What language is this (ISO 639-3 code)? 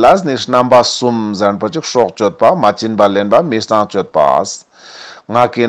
lbj